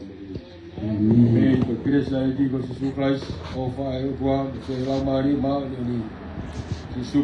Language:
Tongan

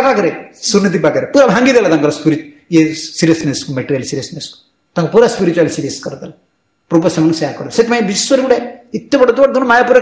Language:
Odia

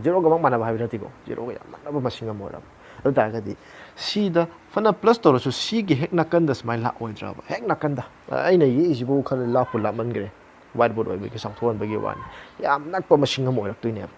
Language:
Manipuri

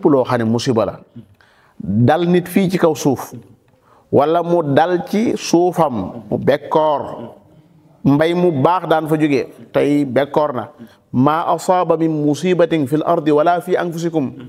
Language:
Wolof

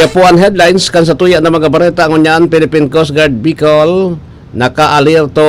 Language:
Bikol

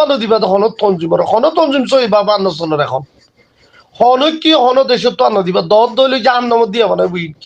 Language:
Rohingya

